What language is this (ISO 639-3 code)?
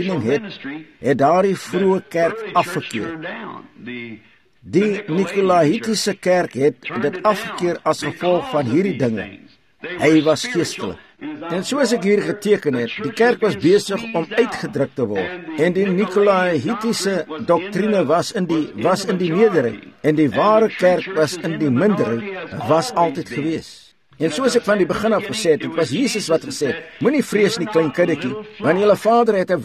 afr